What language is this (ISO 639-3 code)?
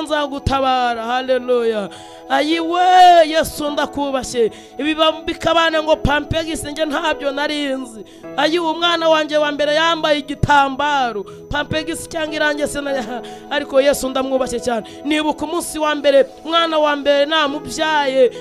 kin